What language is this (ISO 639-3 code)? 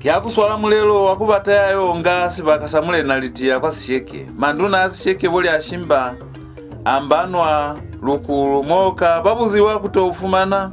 loz